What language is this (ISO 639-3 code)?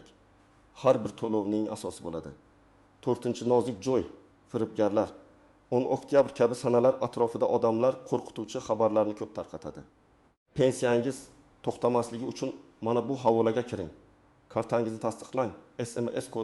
uzb